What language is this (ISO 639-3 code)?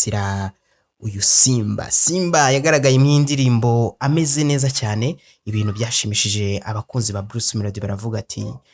kin